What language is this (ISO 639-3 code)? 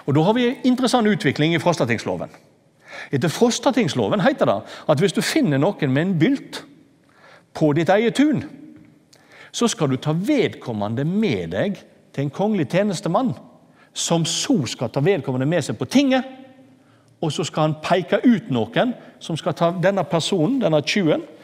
nor